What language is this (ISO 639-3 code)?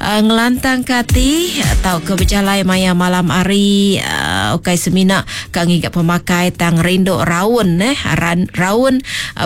iba